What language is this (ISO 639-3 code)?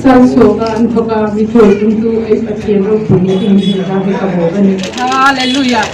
hmr